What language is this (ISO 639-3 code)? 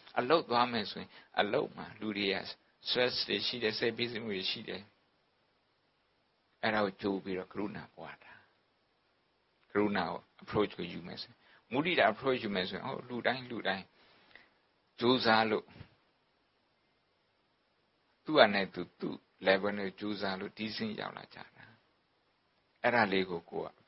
mya